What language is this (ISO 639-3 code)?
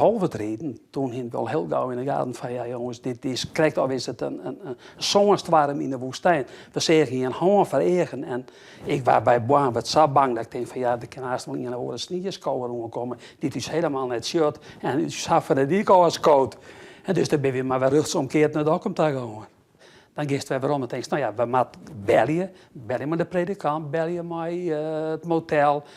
fry